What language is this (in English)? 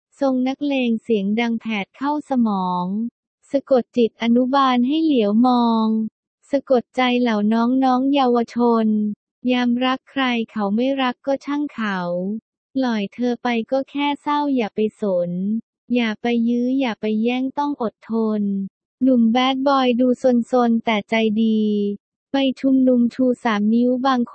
Thai